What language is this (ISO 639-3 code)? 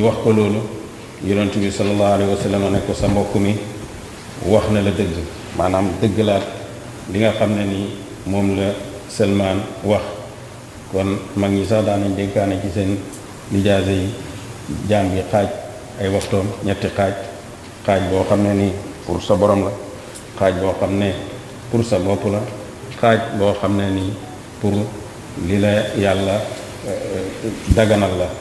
wol